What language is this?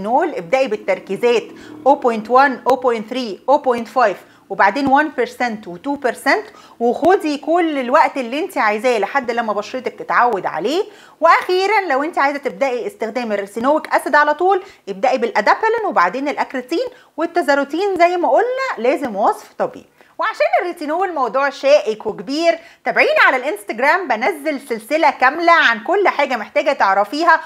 Egyptian Arabic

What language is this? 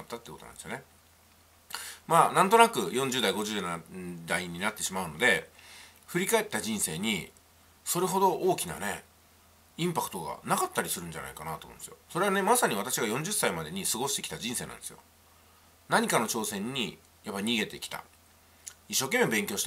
Japanese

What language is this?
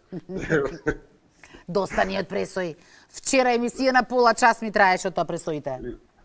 Macedonian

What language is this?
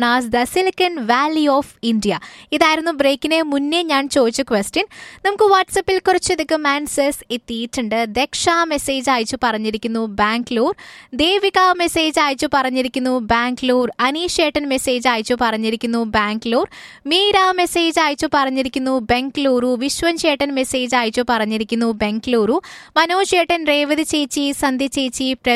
Malayalam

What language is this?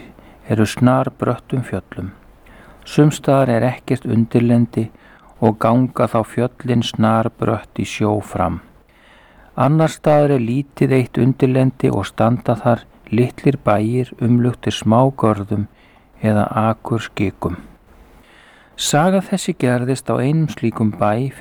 Icelandic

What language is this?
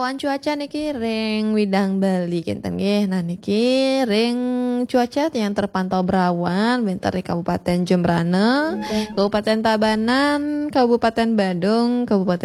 Balinese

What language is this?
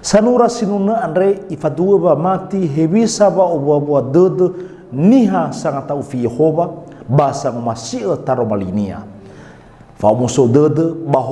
Nias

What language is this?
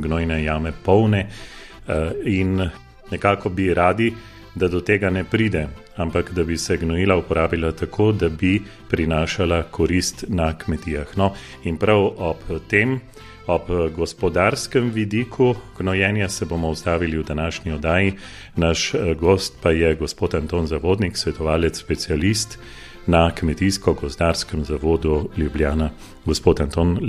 Slovenian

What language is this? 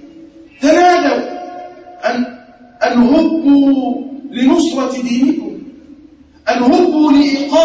Arabic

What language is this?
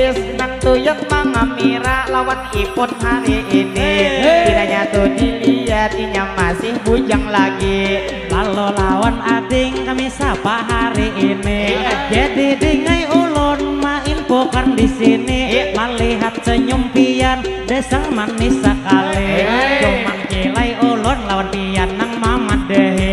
Banjar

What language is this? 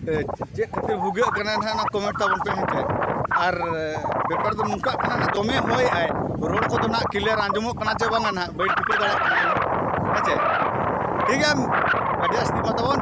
Santali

